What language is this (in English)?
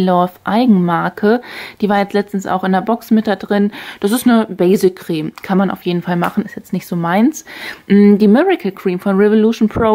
German